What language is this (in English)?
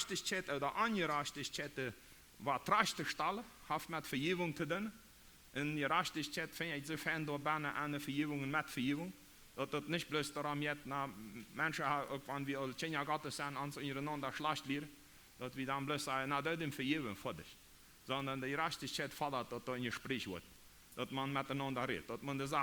Plautdietsch